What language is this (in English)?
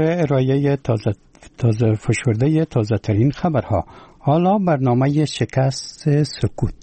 Persian